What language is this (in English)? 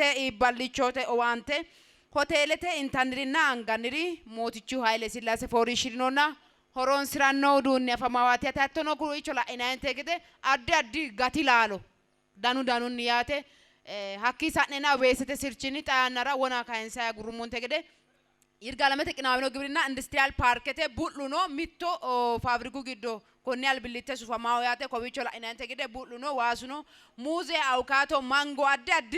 Sidamo